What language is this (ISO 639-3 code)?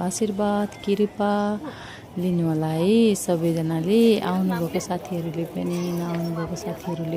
nep